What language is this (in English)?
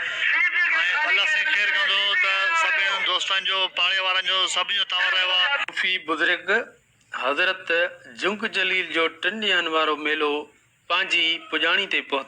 Sindhi